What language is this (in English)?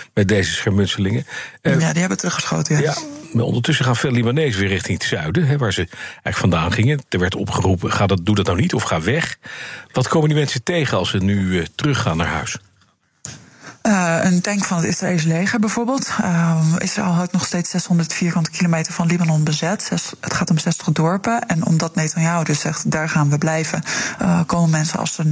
Dutch